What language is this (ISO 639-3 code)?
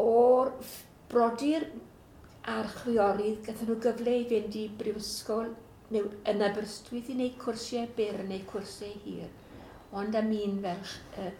cym